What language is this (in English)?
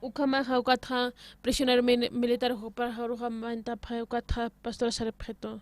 Aymara